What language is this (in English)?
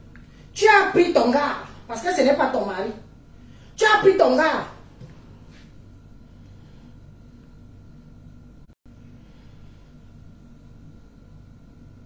French